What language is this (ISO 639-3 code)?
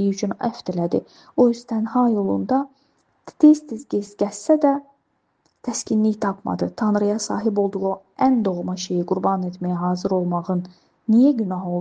aze